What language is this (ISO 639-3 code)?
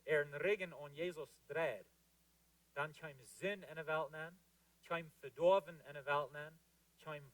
pdt